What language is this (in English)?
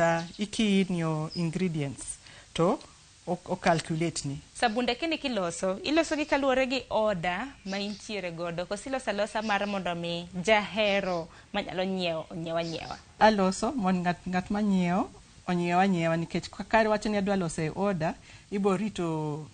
Luo (Kenya and Tanzania)